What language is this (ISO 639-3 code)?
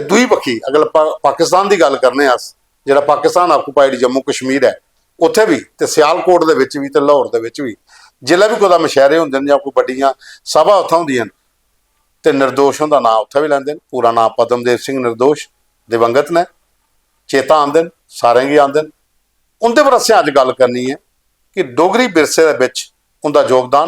doi